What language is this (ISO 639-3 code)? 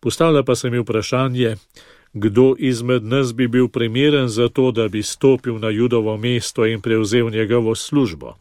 slv